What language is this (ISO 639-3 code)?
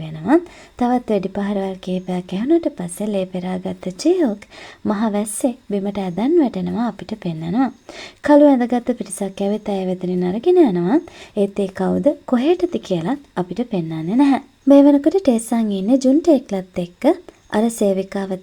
sin